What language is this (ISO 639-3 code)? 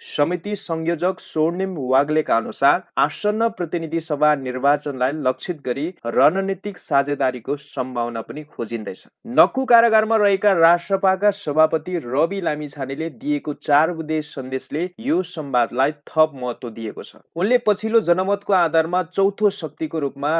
nep